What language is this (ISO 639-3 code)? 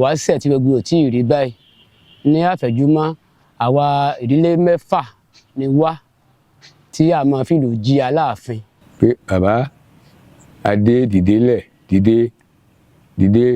yor